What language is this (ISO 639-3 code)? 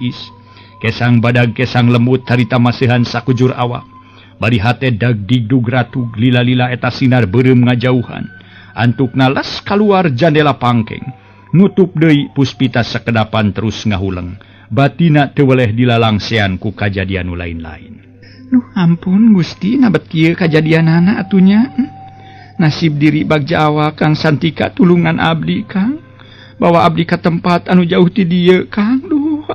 sun